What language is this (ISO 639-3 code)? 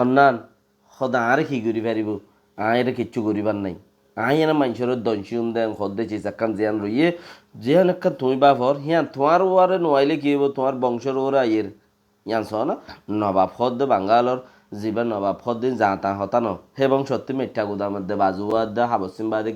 rhg